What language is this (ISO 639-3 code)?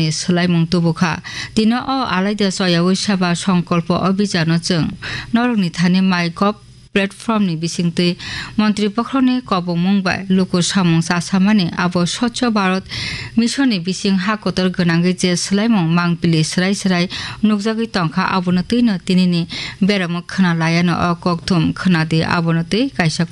trp